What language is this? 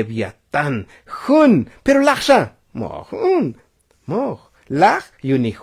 Tzotzil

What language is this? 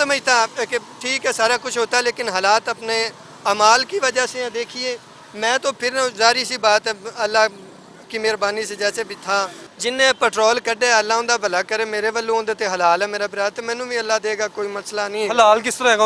Western Panjabi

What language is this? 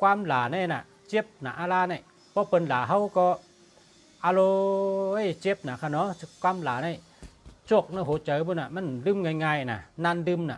Shan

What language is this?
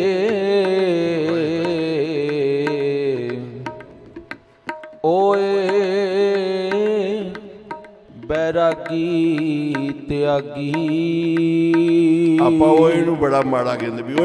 Punjabi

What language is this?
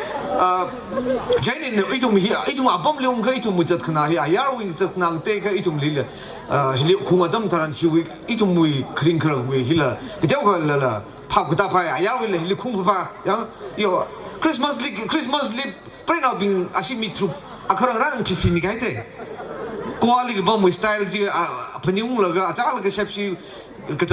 Tangkhul Naga (India)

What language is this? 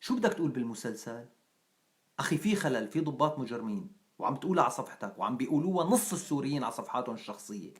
North Levantine Arabic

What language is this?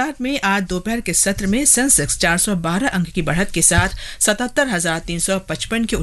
Hindi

